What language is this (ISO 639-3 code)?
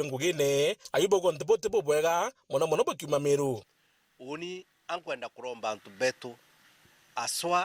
mer